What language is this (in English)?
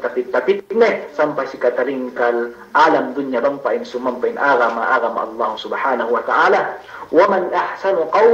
Yakan